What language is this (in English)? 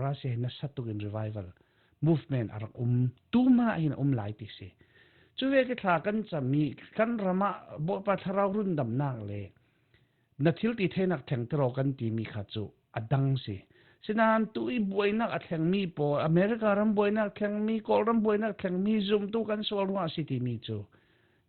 Falam Chin